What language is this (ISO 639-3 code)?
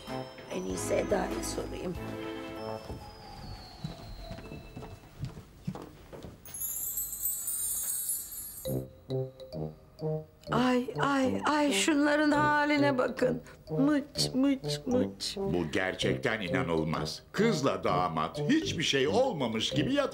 tur